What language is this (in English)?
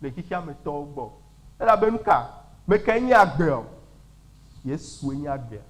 Ewe